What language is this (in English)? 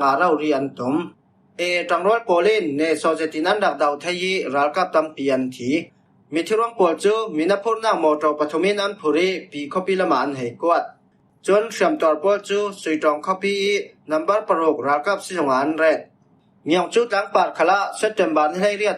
Falam Chin